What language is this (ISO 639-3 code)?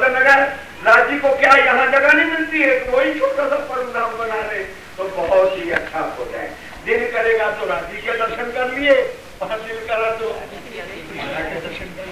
hin